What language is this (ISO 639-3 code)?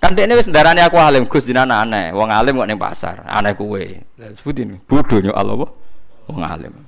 jav